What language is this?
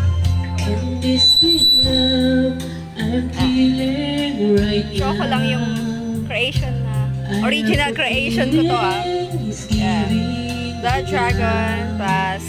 Filipino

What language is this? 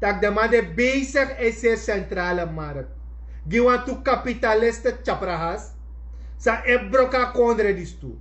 Sranan Tongo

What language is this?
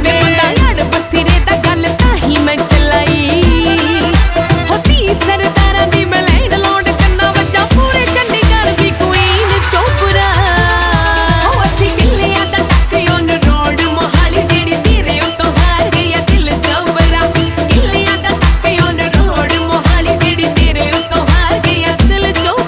Punjabi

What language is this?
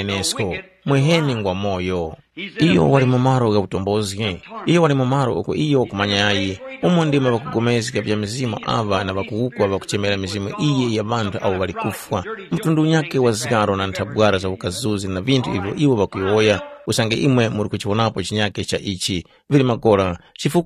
Tumbuka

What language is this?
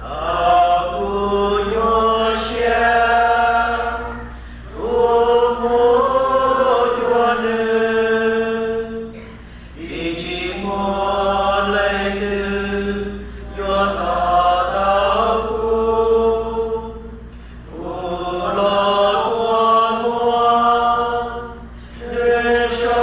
Hmong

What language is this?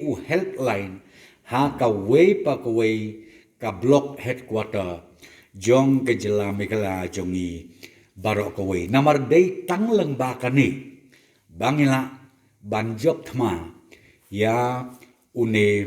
Khasi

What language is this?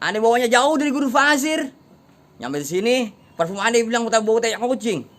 Betawi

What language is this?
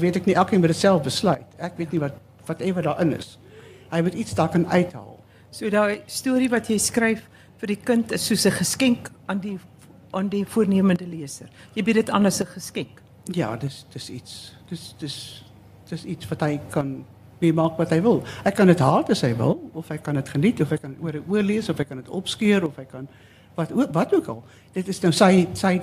Afrikaans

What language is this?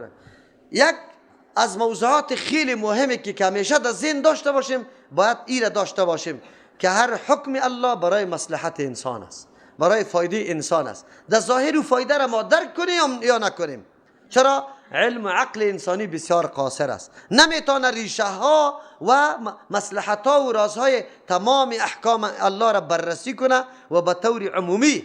Persian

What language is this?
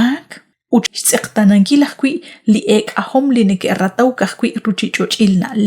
Kekchí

